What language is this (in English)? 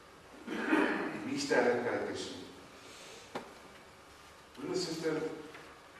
Afrikaans